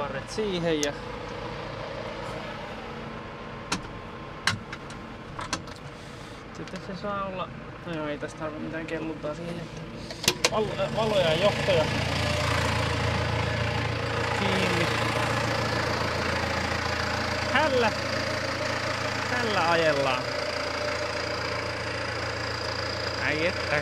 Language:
Finnish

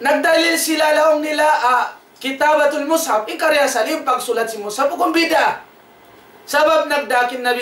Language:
Tausug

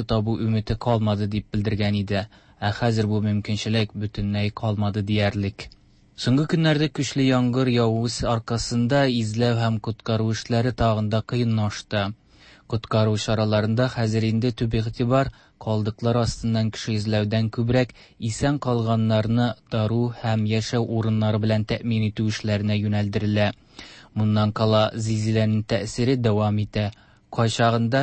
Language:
Tatar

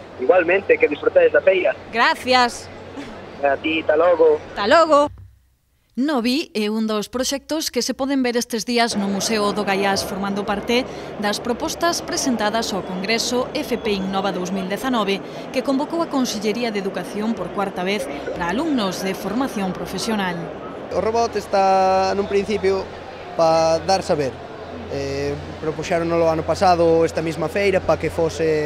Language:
Galician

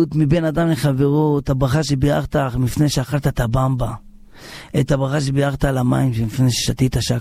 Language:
Hebrew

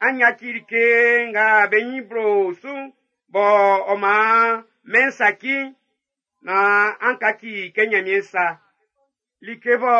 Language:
Baoulé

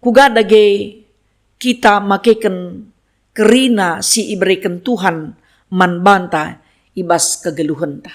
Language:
Batak Karo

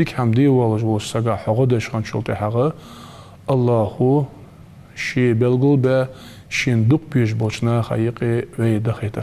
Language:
Ingush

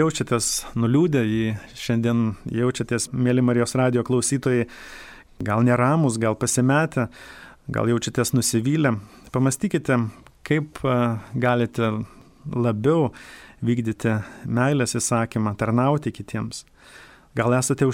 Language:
Lithuanian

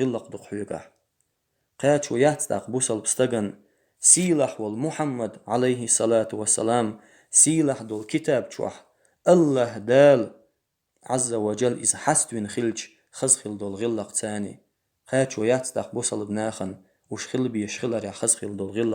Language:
Chechen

